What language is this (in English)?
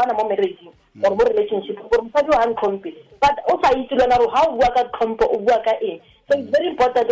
Tswana